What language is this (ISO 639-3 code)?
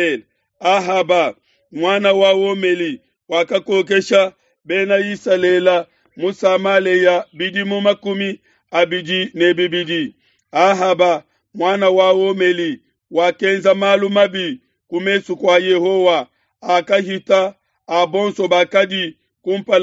lua